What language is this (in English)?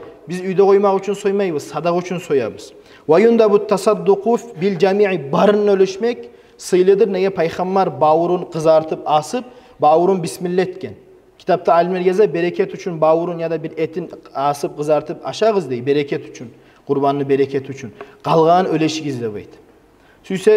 Kumyk